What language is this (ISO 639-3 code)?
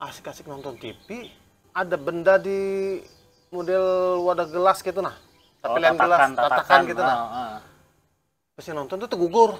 bjn